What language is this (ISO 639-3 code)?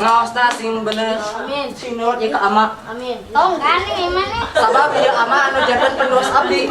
sun